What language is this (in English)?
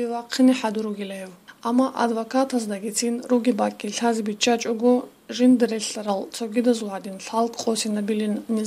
Avaric